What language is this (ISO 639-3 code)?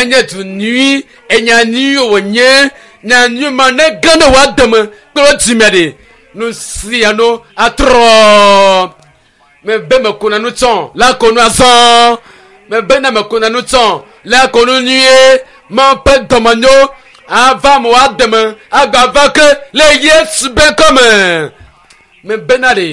ewe